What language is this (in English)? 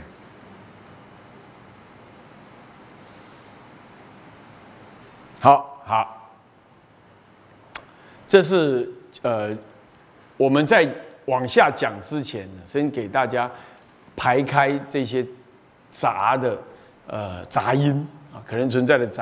Chinese